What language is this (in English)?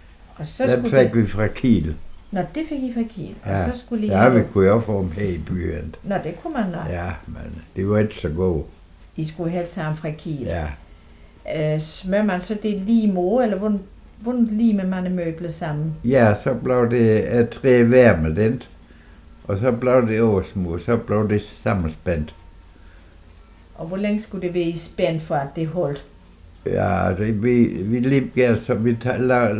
Danish